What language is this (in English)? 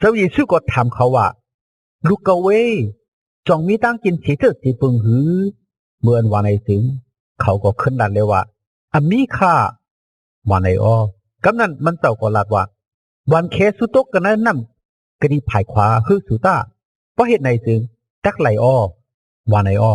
Shan